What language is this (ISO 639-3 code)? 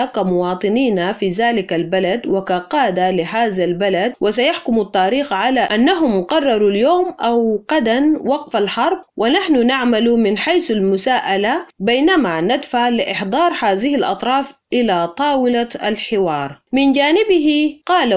ara